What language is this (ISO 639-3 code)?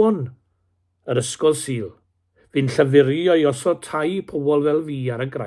cym